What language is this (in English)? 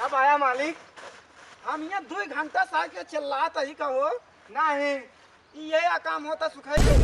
Awadhi